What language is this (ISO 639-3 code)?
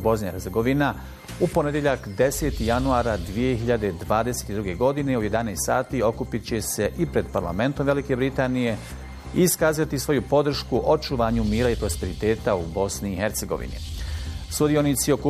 bos